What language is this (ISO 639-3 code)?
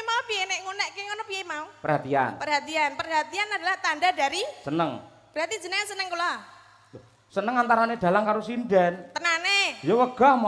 jav